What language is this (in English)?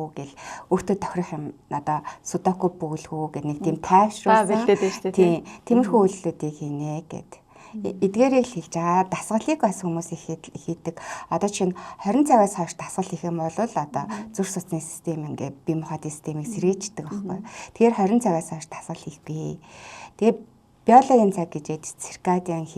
Mongolian